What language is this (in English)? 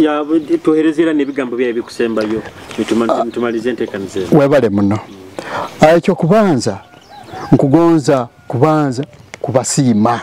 Nyoro